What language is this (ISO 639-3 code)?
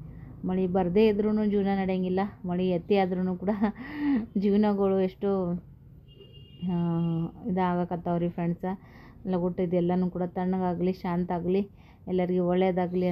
kan